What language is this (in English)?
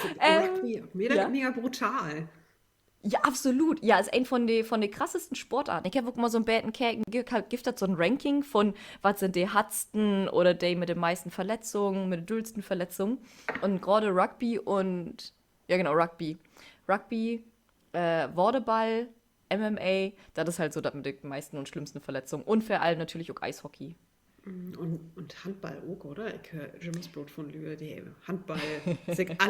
Low German